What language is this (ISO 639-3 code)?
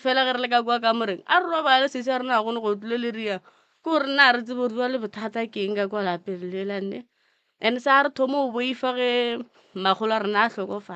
nso